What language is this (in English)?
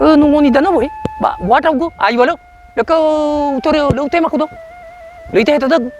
Nias